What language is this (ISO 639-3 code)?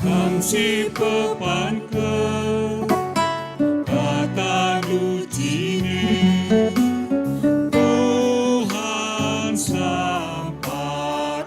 btx